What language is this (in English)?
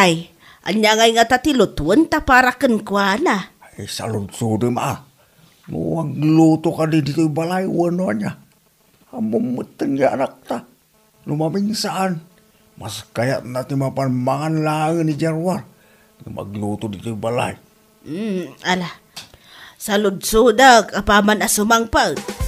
Iloko